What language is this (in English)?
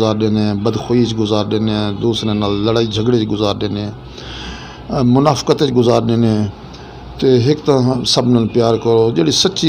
Saraiki